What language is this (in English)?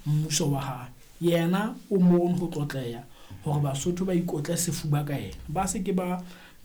Southern Sotho